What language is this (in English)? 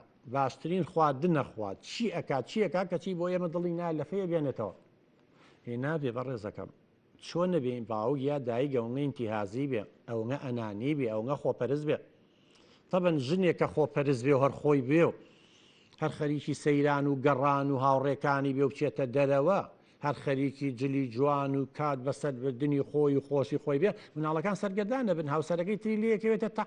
Central Kurdish